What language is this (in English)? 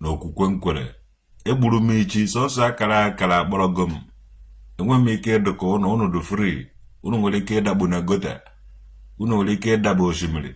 Igbo